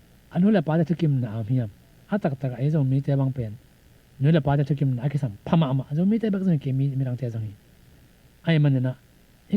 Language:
Tedim Chin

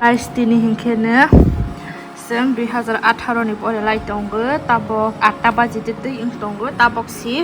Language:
Kok Borok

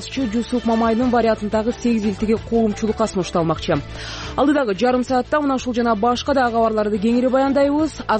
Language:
Kyrgyz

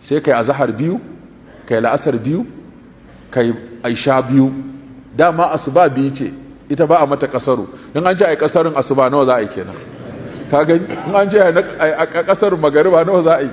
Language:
Hausa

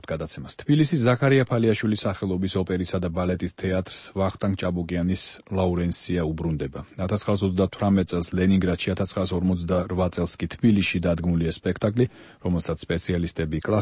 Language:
Georgian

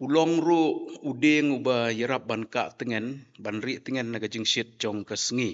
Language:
Khasi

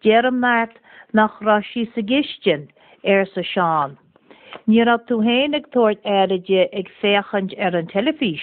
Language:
Irish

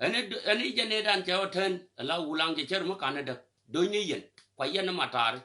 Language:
Nuer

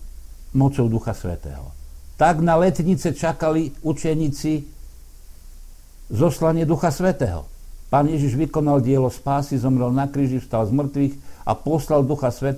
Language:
Slovak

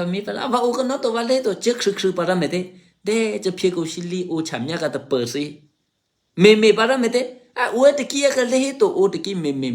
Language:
Eastern Kayah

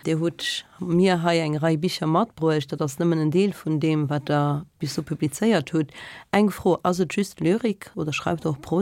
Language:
Luxembourgish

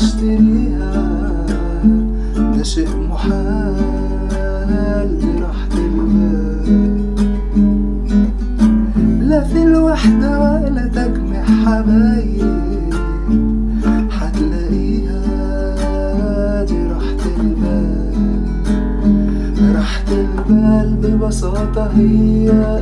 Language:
Egyptian Arabic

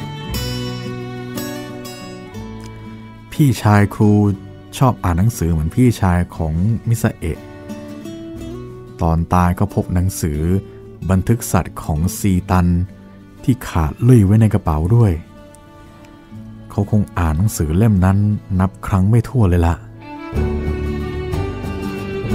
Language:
Thai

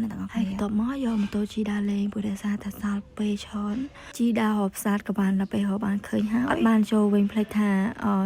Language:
Khmer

